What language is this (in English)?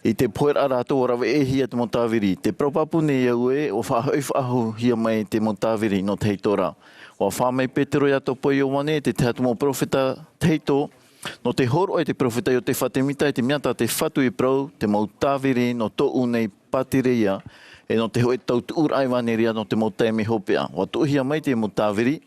Tahitian